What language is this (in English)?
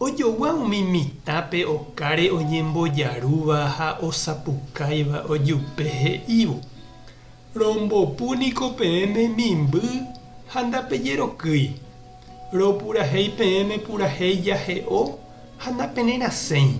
Guarani